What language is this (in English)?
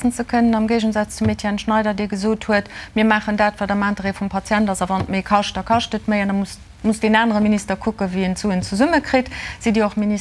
Luxembourgish